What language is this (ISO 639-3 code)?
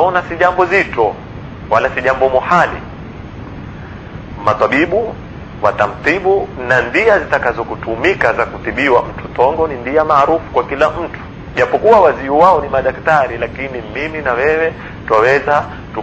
swa